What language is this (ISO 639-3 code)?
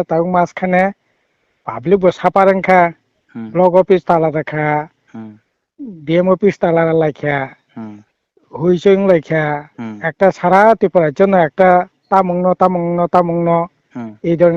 trp